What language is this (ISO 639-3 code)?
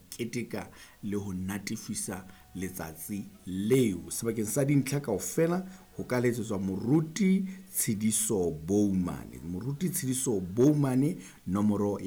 sot